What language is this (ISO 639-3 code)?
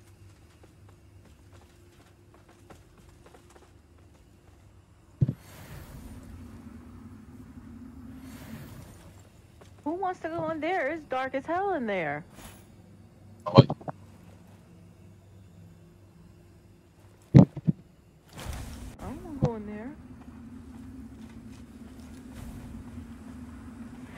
eng